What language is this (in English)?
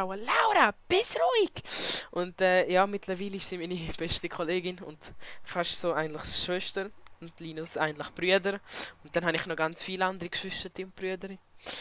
Swiss German